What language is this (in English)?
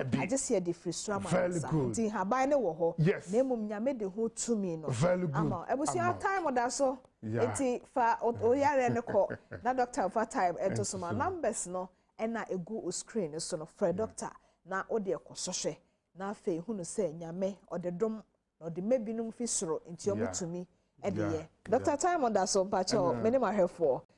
Akan